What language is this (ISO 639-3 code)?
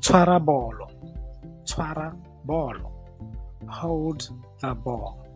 tsn